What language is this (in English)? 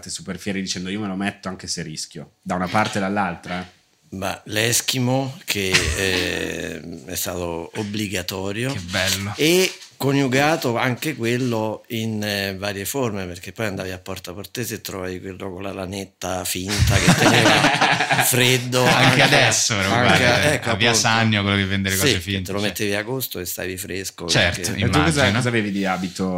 Italian